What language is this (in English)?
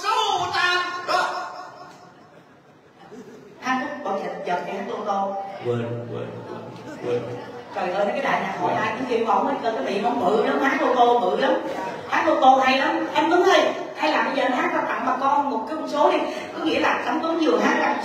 Vietnamese